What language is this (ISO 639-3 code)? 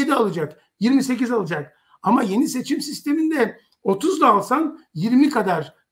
tur